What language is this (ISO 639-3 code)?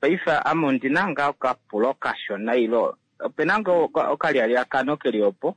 kua